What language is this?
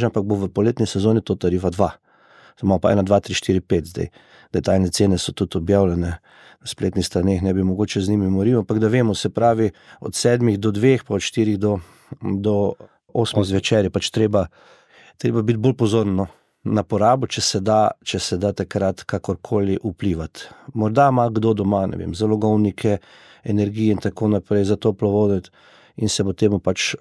Slovenian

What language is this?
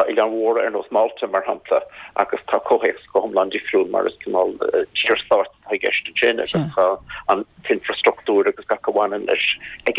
Irish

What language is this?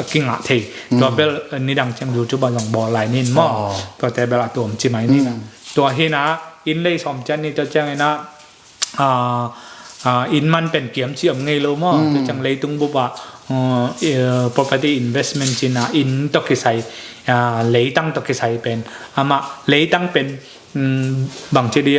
Tedim Chin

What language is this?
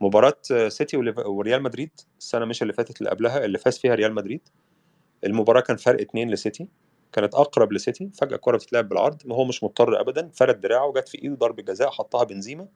Egyptian Arabic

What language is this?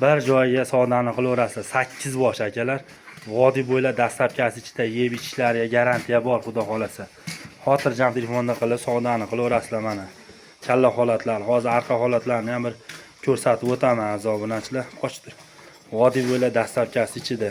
Uzbek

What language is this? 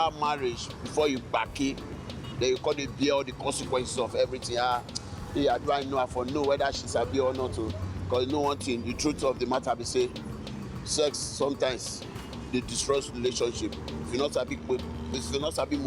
Nigerian Pidgin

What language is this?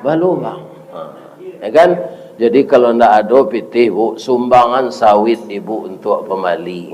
Minangkabau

